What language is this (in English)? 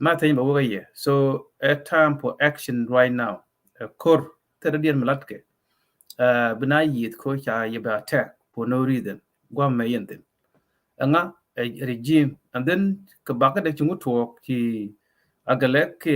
Nuer